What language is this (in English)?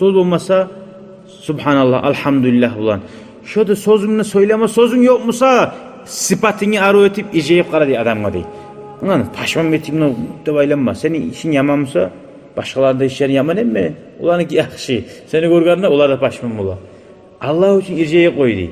Kumyk